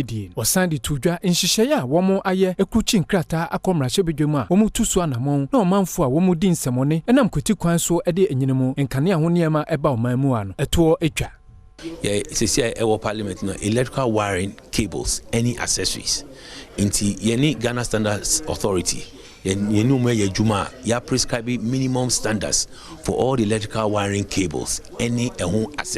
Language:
Akan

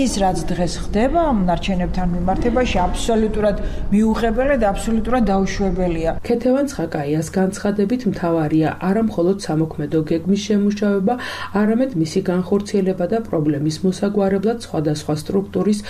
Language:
Georgian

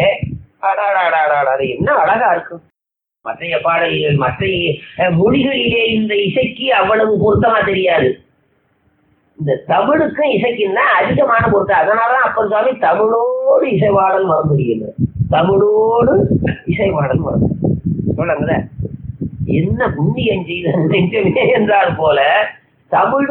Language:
Tamil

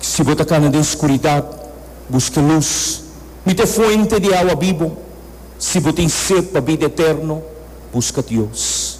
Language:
Papiamento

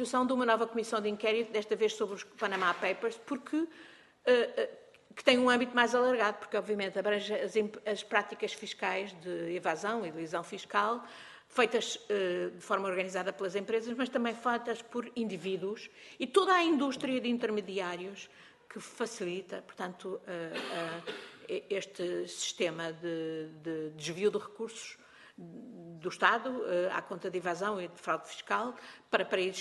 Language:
Portuguese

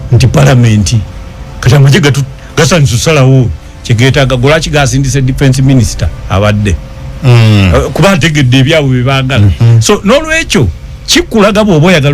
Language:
Ganda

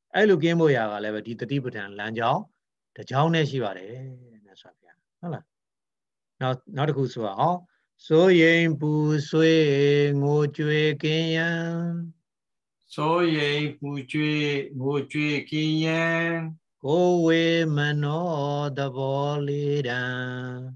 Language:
Burmese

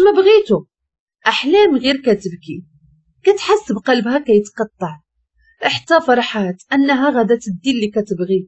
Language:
Moroccan Arabic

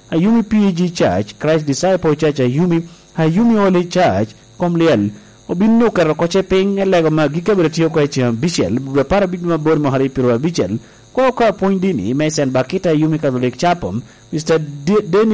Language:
Lango (Uganda)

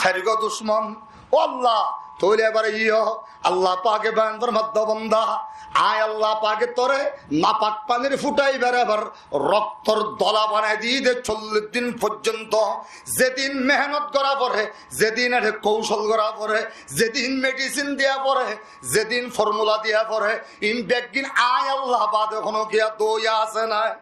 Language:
Rohingya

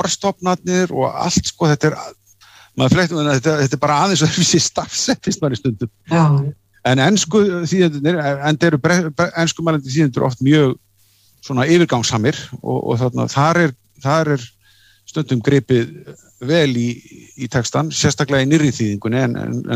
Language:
Icelandic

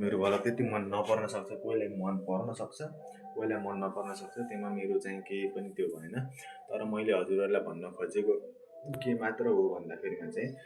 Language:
Nepali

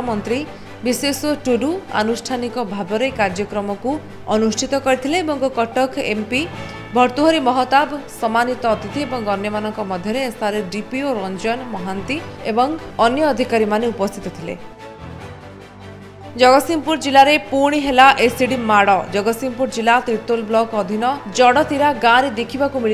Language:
Odia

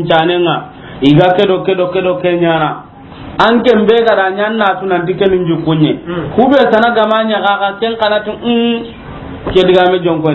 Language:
Soninke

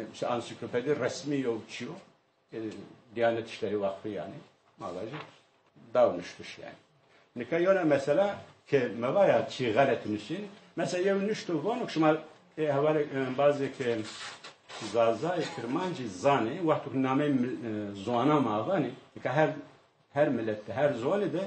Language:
Zaza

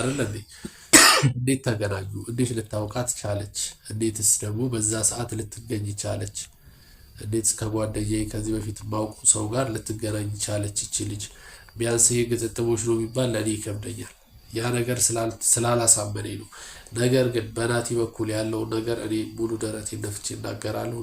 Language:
Amharic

